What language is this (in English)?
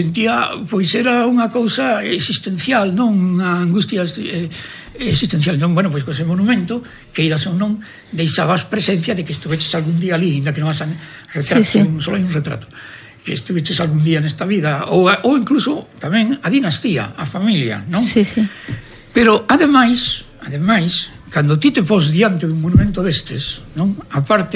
Galician